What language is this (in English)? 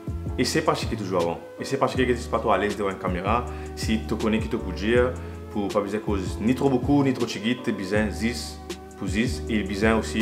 Morisyen